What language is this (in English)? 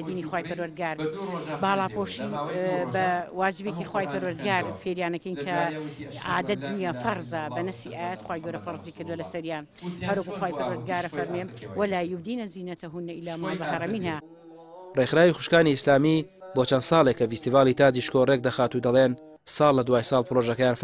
Central Kurdish